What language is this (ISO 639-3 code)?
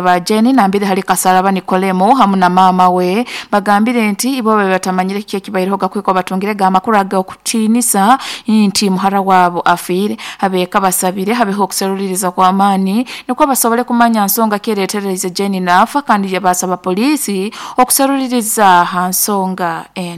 nyo